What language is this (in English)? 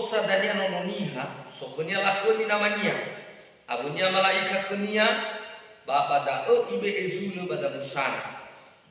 Nias